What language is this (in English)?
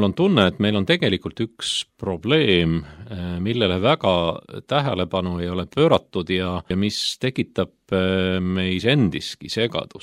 Estonian